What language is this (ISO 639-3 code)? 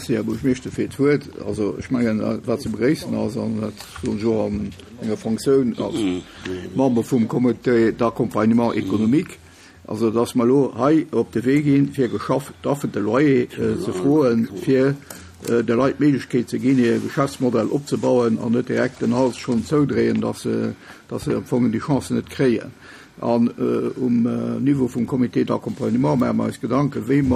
ltz